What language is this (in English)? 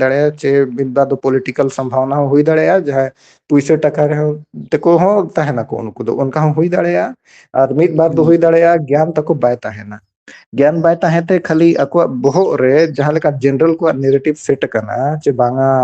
Santali